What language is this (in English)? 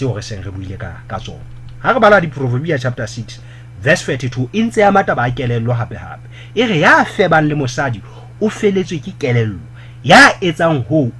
Southern Sotho